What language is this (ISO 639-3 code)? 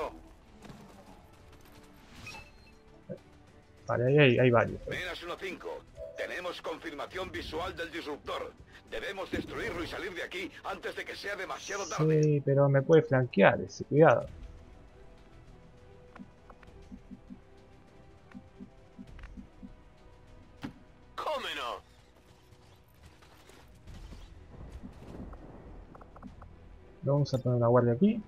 spa